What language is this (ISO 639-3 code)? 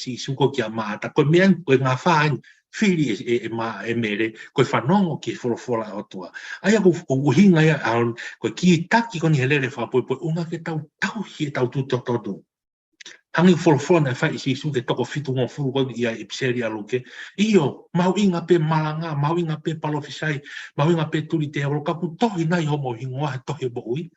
ton